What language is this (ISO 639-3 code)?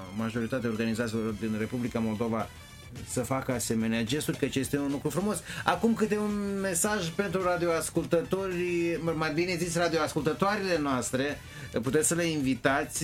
ron